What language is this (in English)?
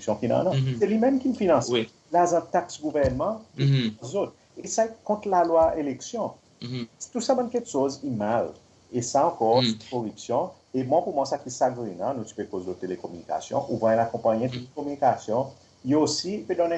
Seselwa Creole French